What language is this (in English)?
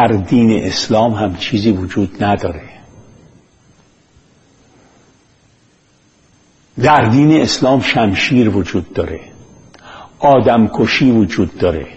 Persian